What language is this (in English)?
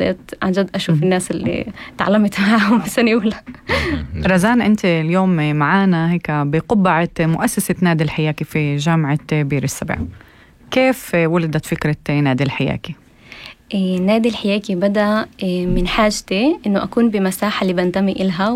North Levantine Arabic